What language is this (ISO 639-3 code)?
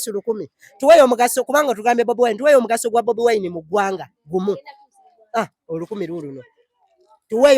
lug